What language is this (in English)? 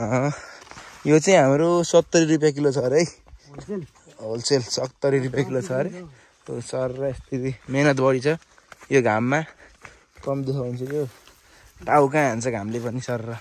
Nepali